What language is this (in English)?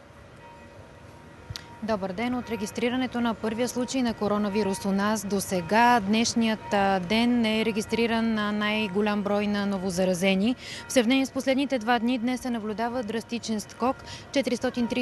Bulgarian